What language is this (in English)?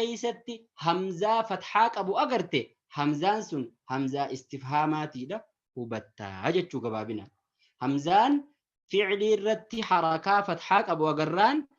Oromo